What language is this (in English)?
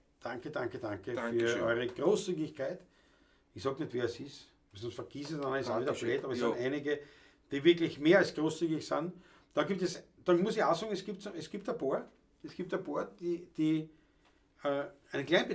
Bavarian